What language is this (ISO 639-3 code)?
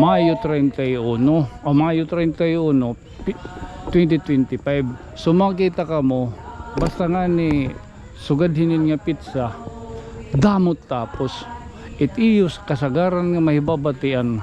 war